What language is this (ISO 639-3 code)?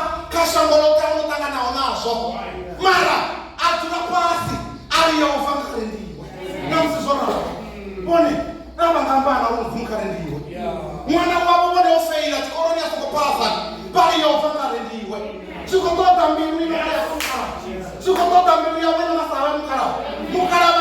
ven